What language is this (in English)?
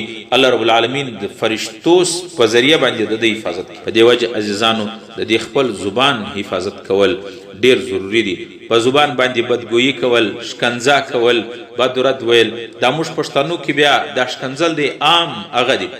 Pashto